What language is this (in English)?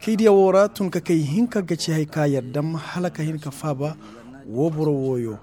Koyraboro Senni